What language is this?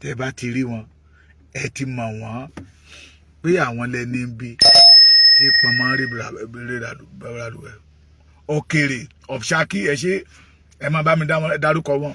Yoruba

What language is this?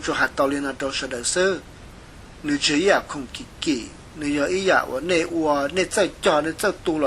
Hmong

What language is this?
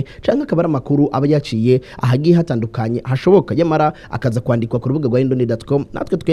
Rundi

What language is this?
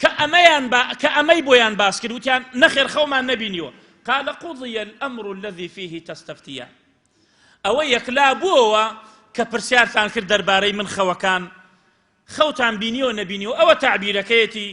Central Kurdish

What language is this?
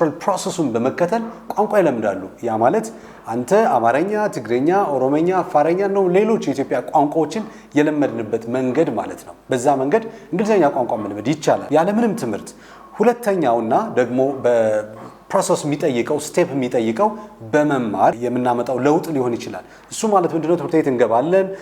Amharic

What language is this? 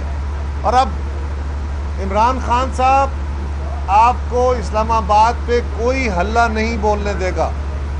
Urdu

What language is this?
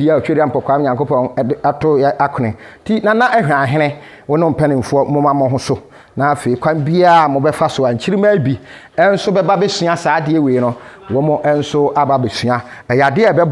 Akan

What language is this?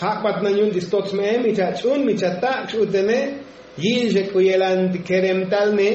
Tzotzil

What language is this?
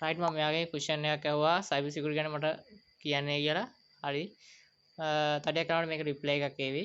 Sinhala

